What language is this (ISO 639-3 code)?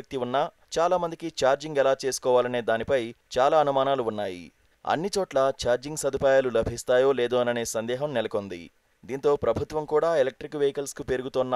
tel